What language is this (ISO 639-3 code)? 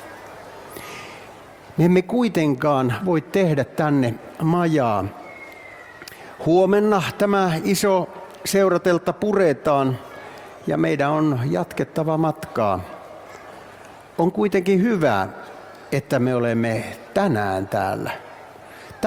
fin